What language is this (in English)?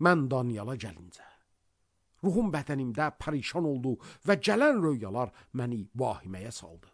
Azerbaijani